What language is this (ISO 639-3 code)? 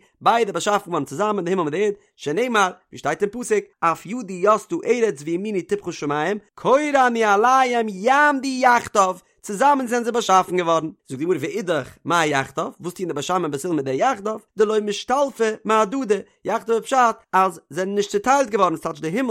yid